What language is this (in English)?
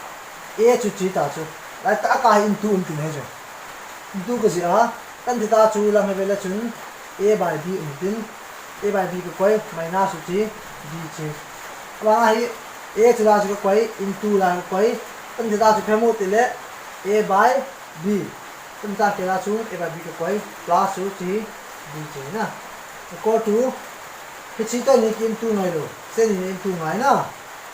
Thado Chin